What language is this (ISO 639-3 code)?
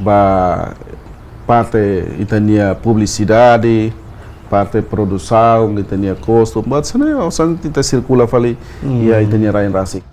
tet